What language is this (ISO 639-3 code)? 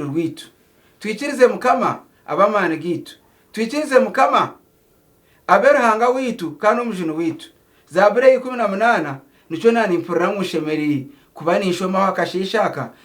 nyn